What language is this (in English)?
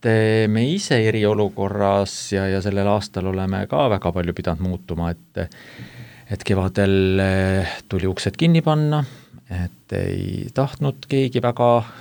Estonian